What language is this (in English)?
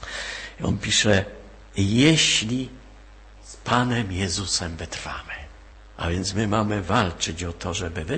Polish